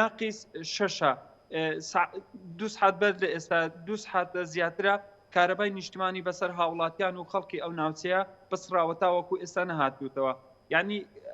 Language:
Central Kurdish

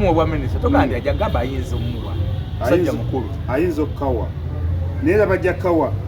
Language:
Ganda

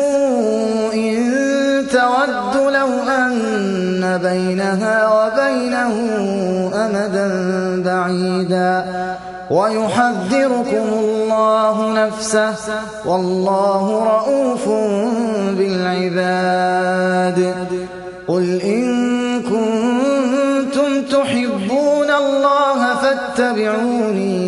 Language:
Arabic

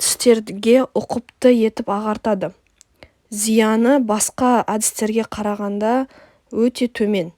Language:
Kazakh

